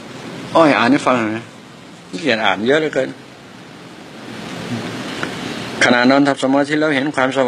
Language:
Thai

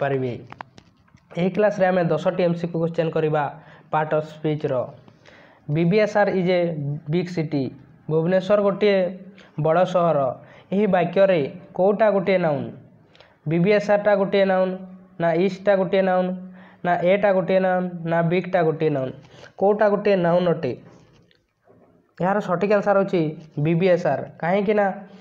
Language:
Odia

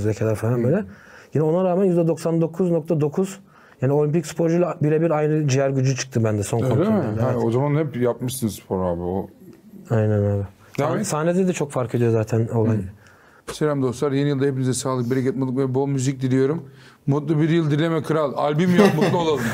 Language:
Turkish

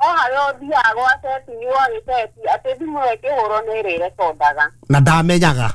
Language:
Kikuyu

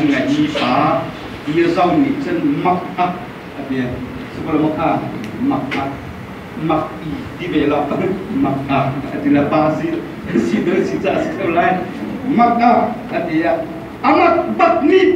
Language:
Hakha Chin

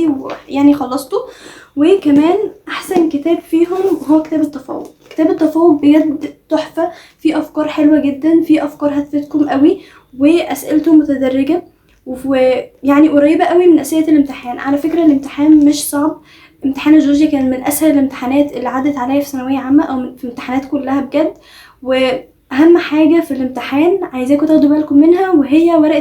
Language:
Egyptian Arabic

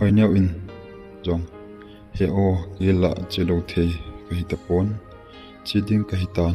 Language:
Thado Chin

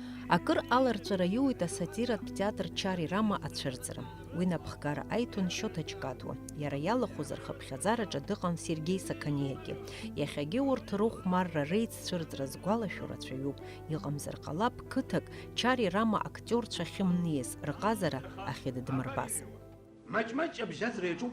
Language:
Abkhazian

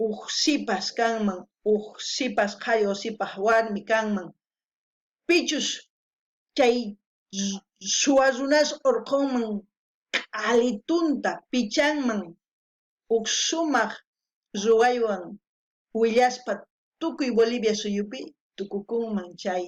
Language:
South Bolivian Quechua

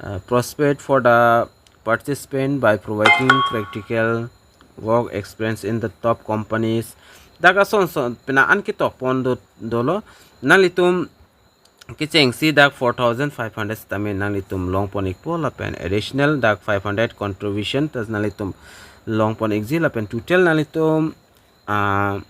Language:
Karbi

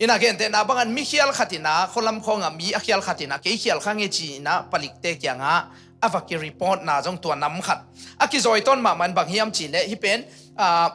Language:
Tedim Chin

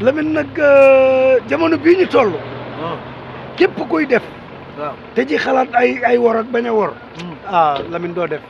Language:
Wolof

